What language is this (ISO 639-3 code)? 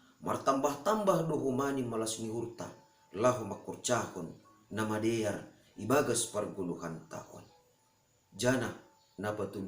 bts